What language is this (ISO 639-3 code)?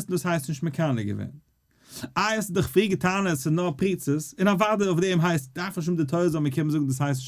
yid